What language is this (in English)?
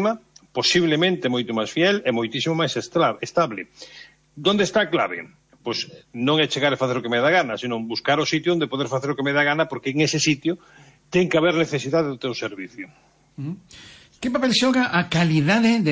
Galician